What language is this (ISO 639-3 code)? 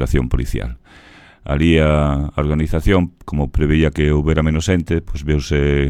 glg